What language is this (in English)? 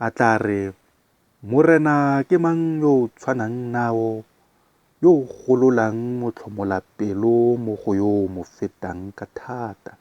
Tswana